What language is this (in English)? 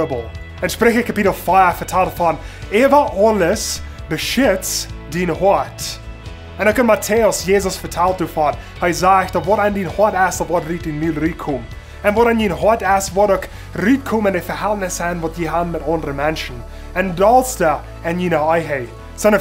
Plautdietsch